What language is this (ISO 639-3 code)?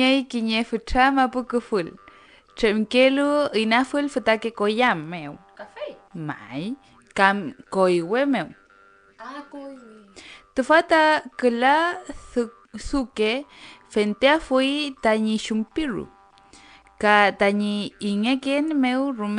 arn